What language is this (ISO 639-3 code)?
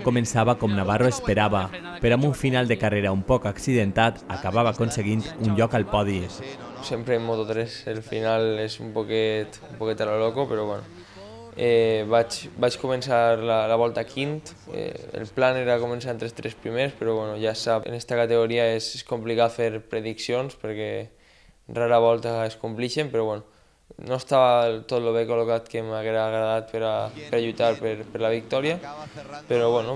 cat